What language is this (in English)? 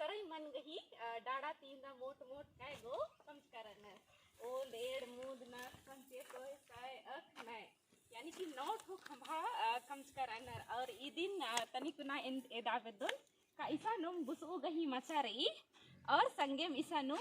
Kurukh